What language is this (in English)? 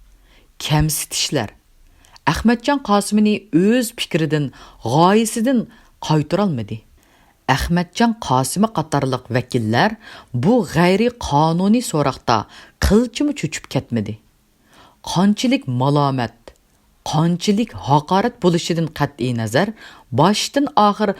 Uyghur